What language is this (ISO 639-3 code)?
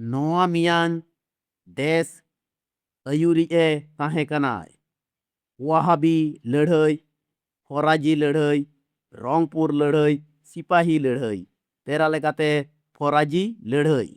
sat